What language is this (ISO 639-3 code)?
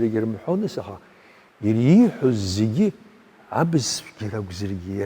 abk